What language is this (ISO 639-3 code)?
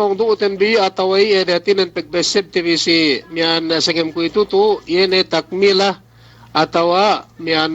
yka